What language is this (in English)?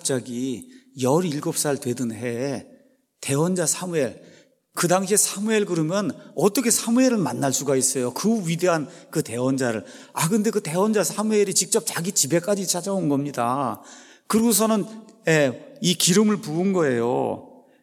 Korean